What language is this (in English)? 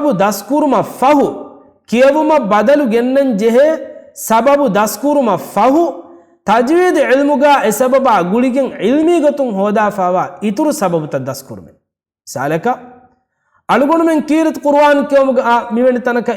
Divehi